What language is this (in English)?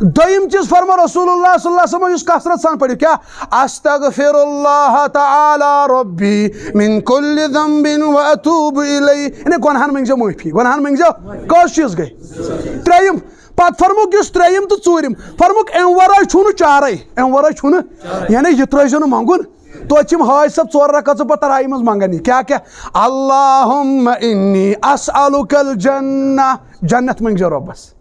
Kashmiri